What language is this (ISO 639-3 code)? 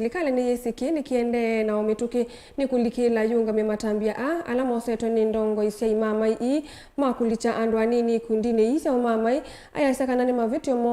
kam